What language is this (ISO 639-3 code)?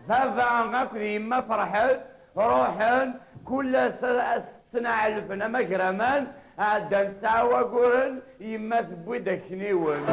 kab